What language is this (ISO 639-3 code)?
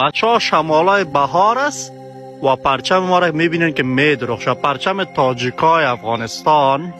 fas